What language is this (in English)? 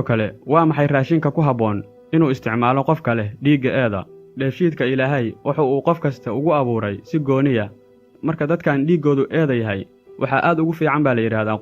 Somali